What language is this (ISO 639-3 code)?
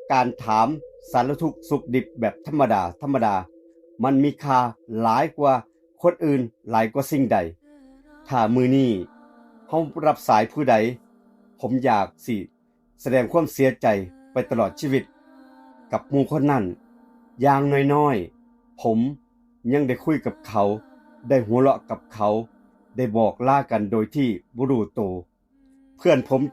tts